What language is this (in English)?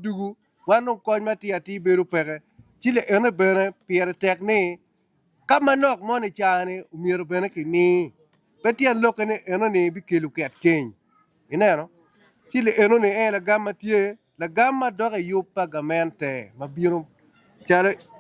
Acoli